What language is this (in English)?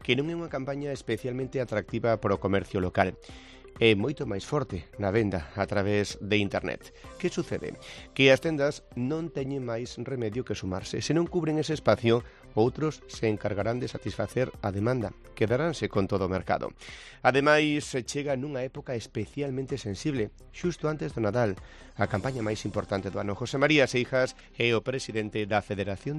Galician